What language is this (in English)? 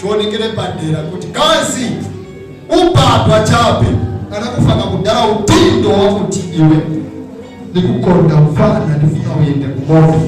Nyanja